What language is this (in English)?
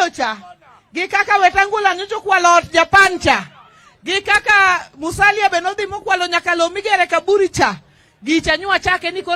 Luo (Kenya and Tanzania)